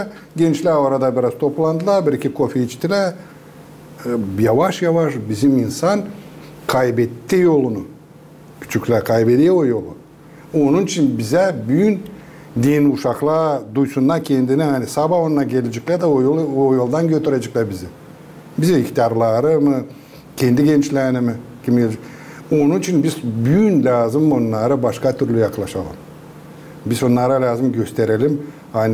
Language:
Gagauz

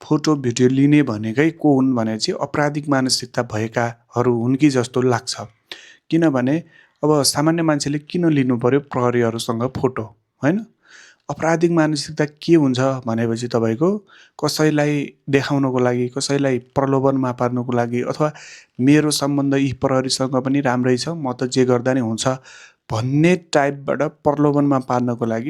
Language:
Nepali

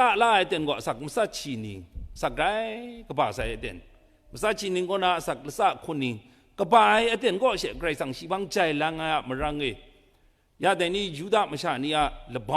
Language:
Kachin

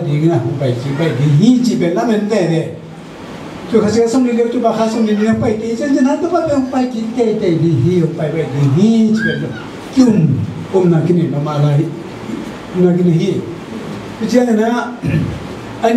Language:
Tedim Chin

